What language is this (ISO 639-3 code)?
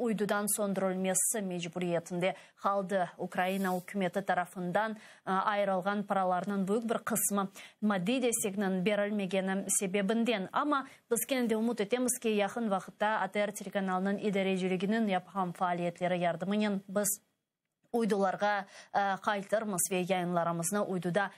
crh